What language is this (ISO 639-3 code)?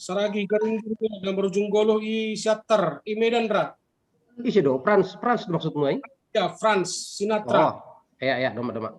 bts